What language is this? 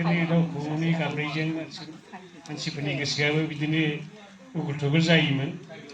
Bodo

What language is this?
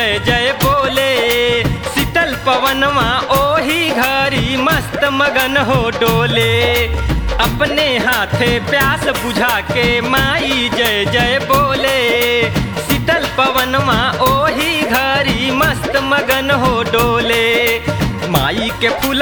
Bhojpuri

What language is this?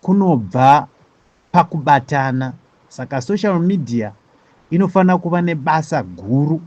Shona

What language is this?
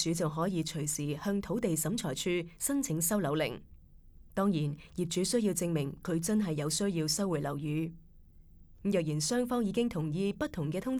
Cantonese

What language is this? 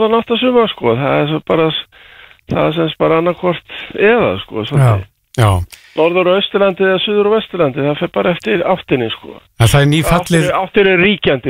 Icelandic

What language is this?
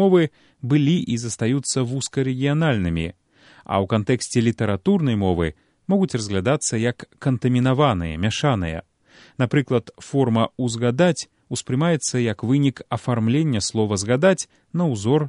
Belarusian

